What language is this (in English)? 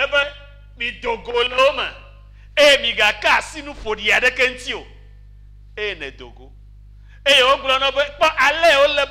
Ewe